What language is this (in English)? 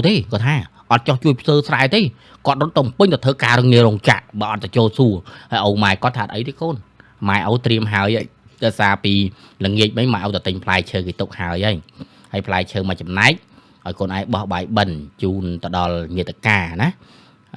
Khmer